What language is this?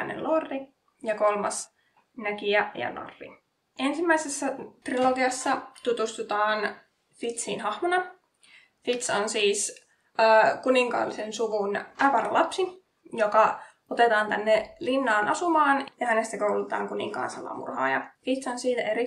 Finnish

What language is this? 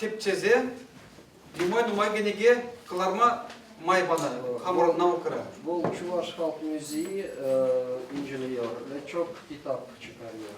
Chuvash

